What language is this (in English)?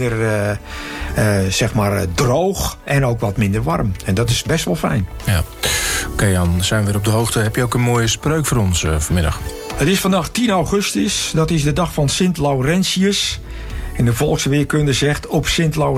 Dutch